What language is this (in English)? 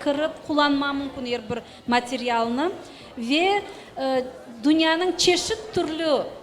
Crimean Tatar